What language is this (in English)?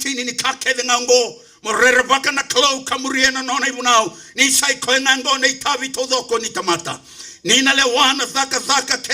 Fijian